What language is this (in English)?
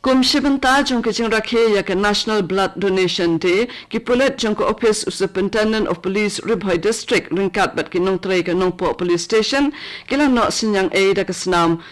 Khasi